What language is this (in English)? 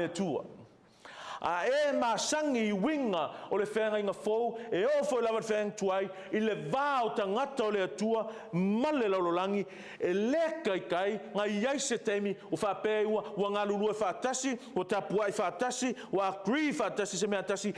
Samoan